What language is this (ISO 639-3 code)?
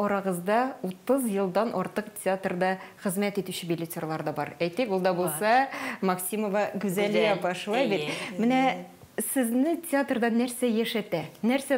tat